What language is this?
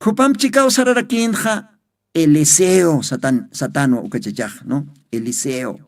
Aymara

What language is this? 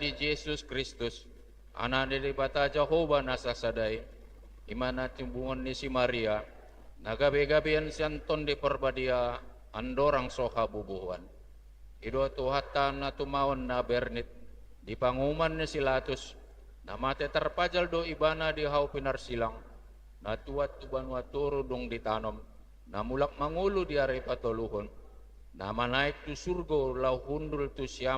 Batak Toba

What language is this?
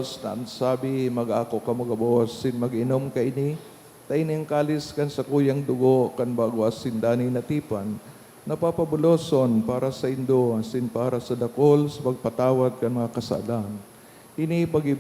Bikol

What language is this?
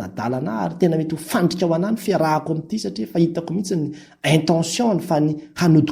Malagasy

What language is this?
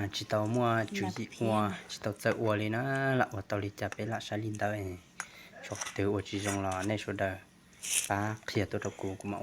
Hmong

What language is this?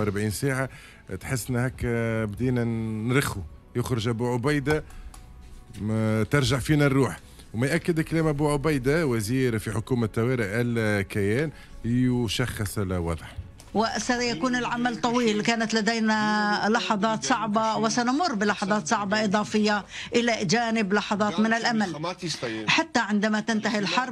Tunisian Arabic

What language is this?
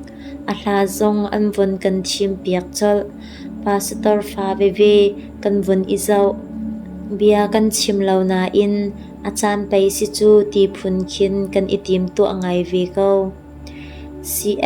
Hakha Chin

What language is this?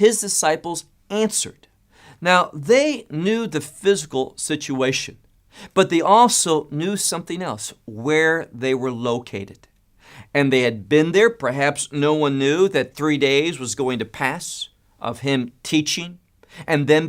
English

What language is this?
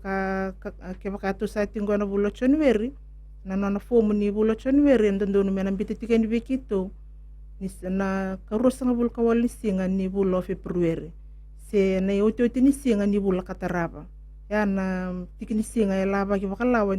Fijian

